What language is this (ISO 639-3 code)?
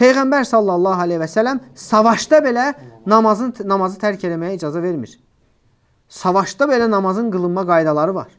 aze